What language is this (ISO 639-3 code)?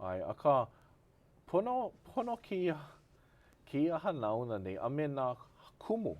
haw